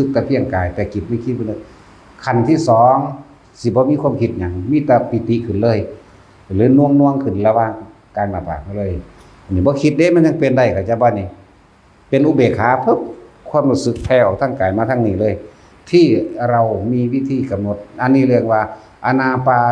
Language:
Northeastern Thai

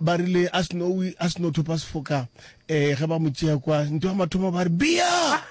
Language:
Northern Sotho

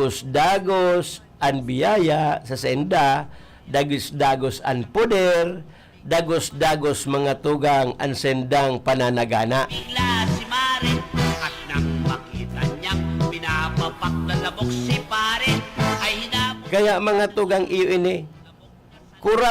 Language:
Bikol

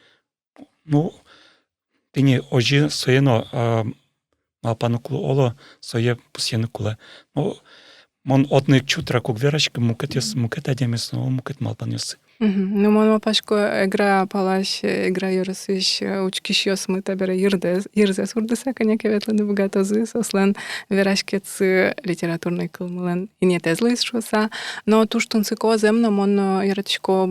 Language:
Udmurt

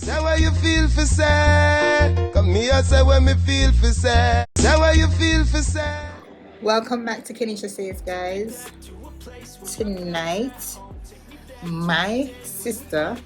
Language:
Jamaican Creole English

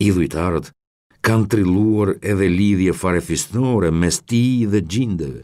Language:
Albanian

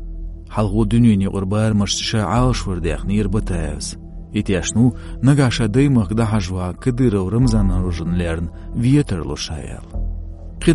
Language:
Chechen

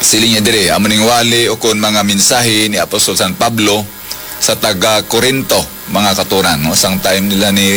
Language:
Hiligaynon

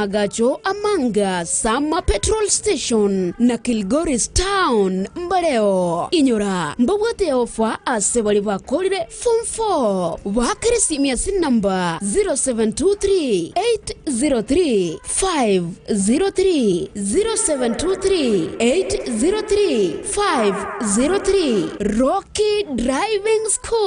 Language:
Gusii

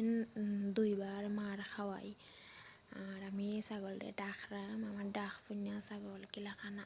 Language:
Sylheti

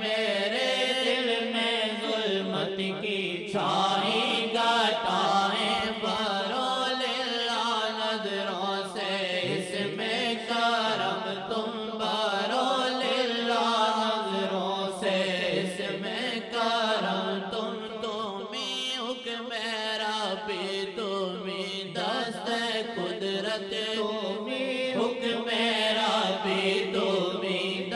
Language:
Urdu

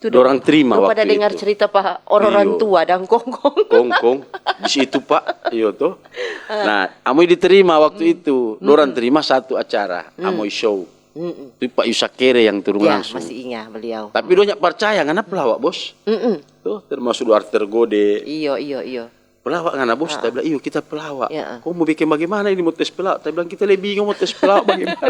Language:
Manado Malay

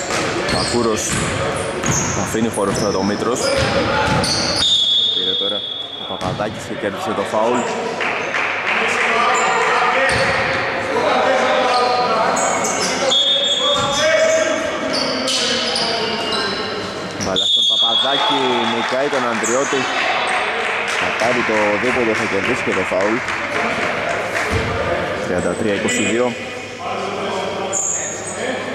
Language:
Greek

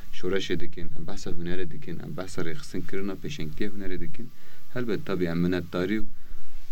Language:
Kurdish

